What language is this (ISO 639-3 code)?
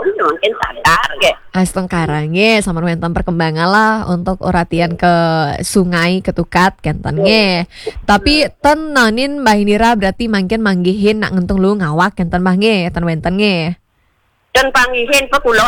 ban